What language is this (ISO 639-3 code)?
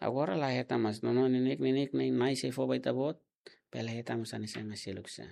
tet